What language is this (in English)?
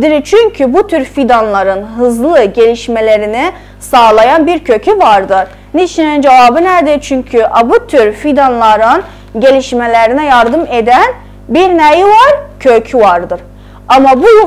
South Azerbaijani